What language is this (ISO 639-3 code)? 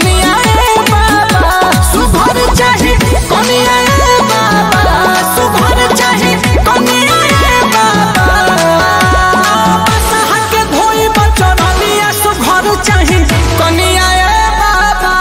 bho